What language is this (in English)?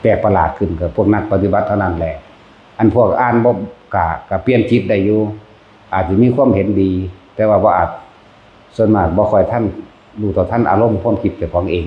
Lao